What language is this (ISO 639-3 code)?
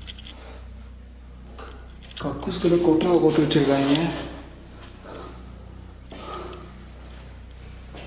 tam